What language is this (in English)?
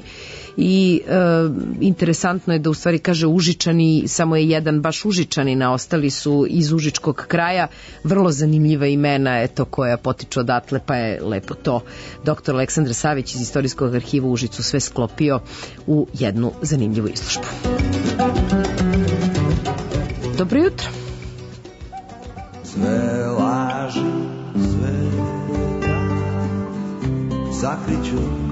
Serbian